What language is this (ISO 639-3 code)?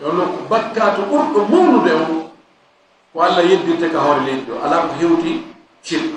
ful